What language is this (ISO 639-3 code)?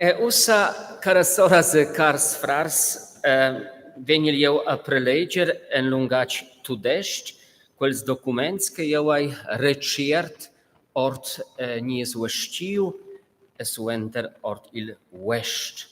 roh